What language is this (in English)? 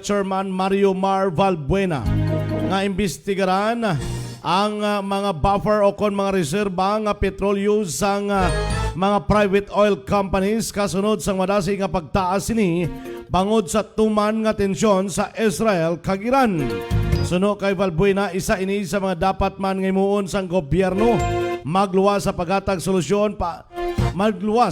Hiligaynon